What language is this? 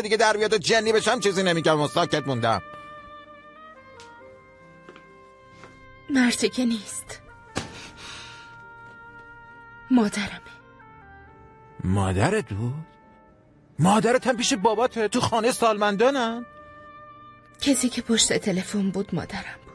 Persian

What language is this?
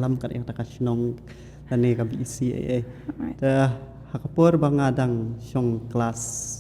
Khasi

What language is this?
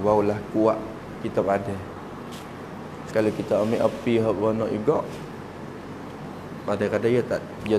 Malay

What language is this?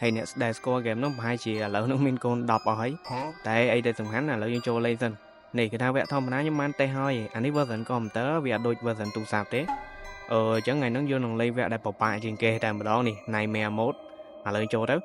Khmer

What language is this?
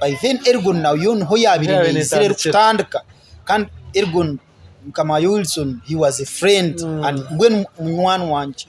Nyankole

